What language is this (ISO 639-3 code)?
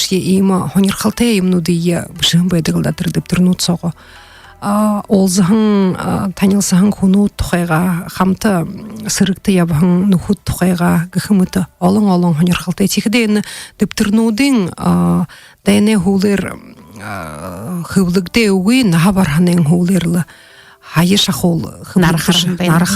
bua